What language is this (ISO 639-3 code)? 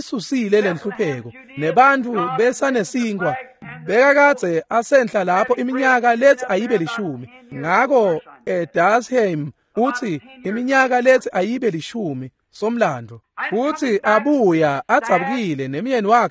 ssw